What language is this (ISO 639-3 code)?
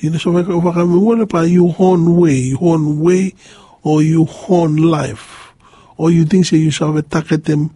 bis